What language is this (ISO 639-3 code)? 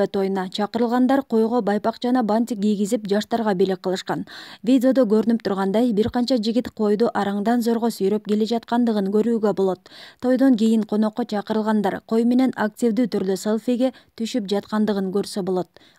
kir